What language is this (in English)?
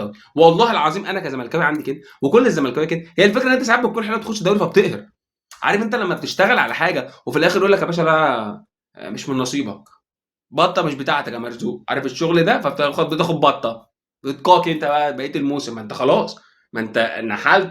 Egyptian Arabic